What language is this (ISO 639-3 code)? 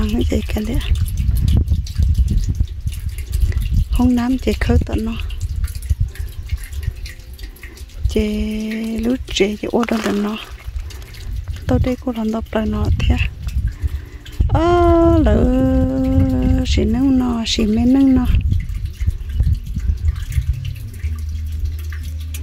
vie